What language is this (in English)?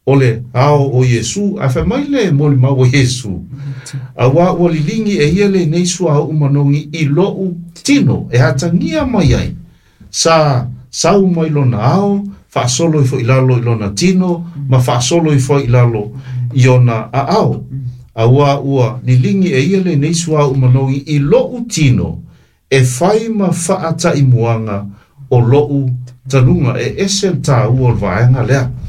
Samoan